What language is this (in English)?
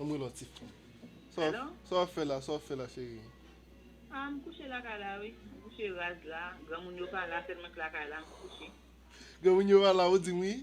Haitian Creole